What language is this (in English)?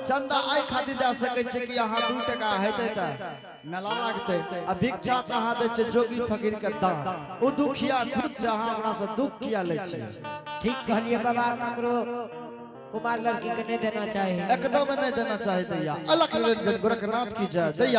Angika